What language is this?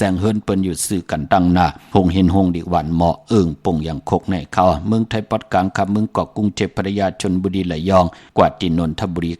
Shan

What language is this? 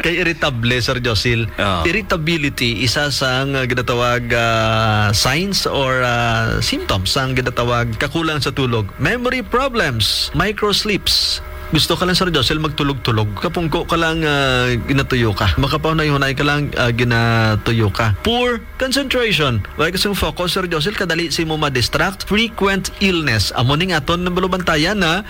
Hiligaynon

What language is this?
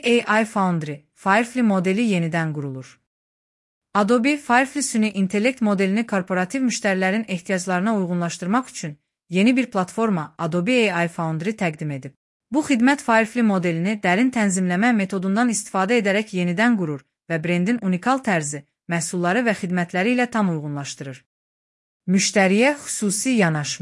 Azerbaijani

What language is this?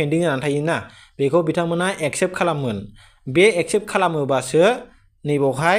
Bodo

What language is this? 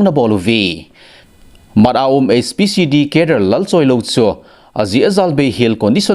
Thado Chin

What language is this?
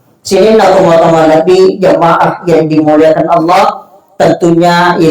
Buginese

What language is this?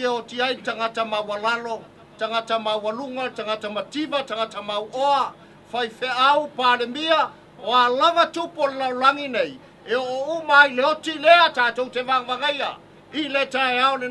Samoan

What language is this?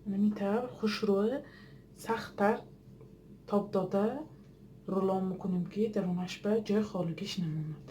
Tajik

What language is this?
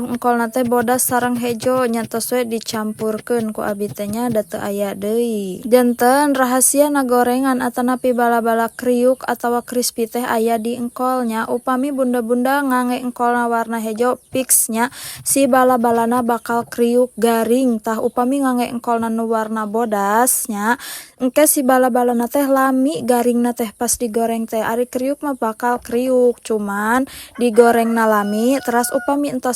Sundanese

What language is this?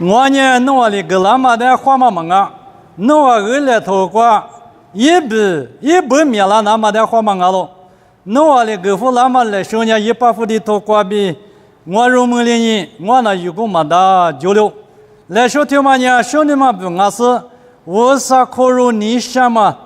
Lisu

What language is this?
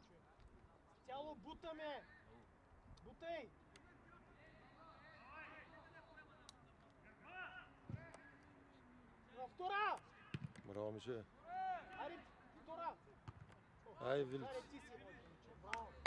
Bulgarian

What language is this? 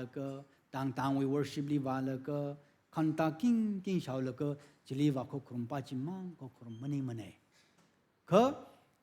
Tangkhul Naga (India)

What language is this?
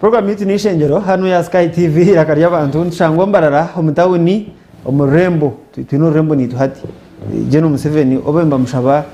Nyankole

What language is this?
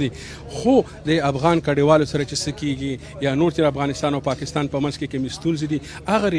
Pashto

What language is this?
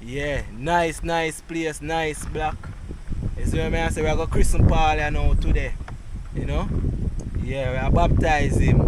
Jamaican Creole English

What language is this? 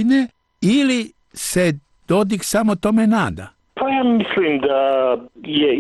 Bosnian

